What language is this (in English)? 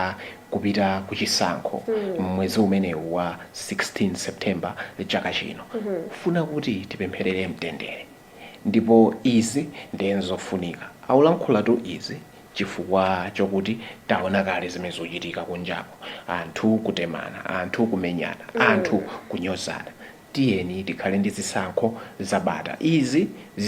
Nyanja